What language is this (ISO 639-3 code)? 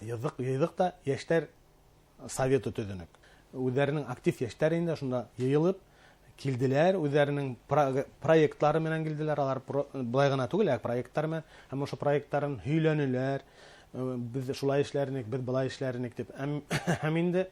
bak